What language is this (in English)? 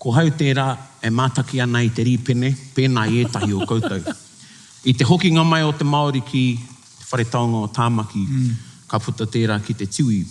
Māori